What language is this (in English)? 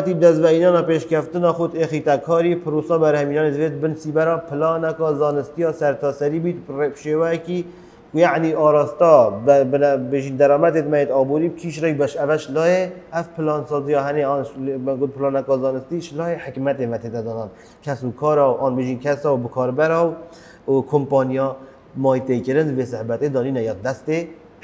Kurdish